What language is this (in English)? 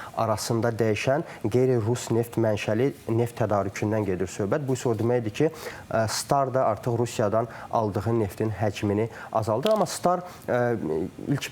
Azerbaijani